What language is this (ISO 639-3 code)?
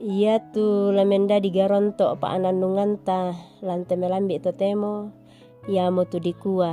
sda